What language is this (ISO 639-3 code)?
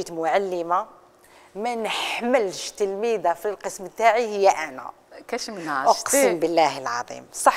arq